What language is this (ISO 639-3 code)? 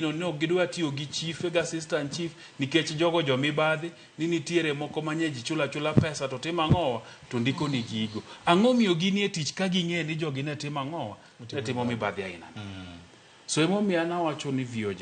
luo